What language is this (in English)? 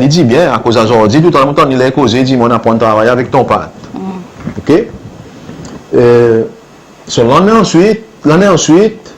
Seselwa Creole French